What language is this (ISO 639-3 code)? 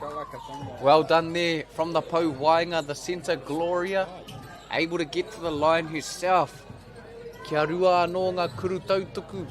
mri